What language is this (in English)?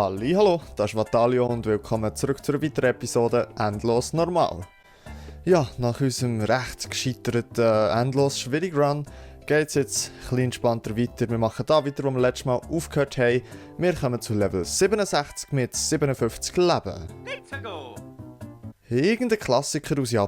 Swiss German